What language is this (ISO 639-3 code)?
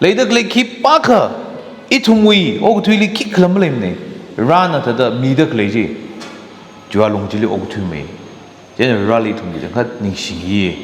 nmf